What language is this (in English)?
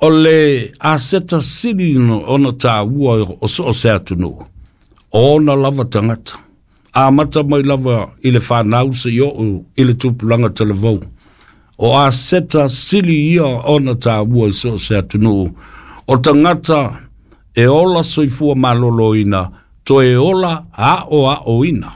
Samoan